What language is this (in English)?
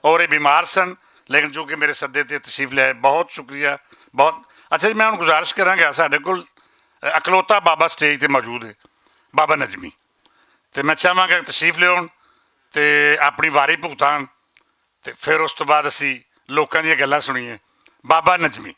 Western Panjabi